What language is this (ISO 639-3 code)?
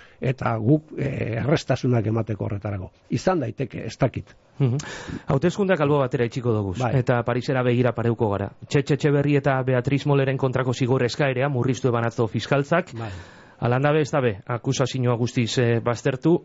eus